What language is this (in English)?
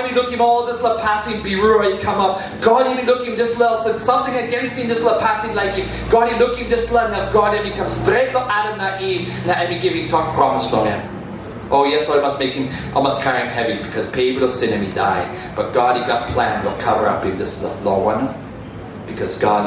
Tok Pisin